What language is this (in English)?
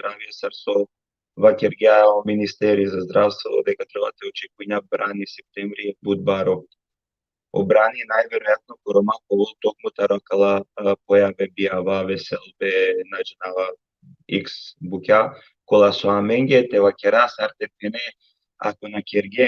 Balkan Romani